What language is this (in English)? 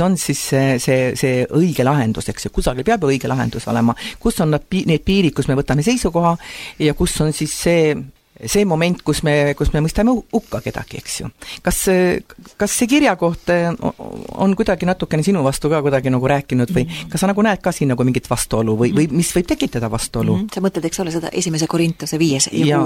Estonian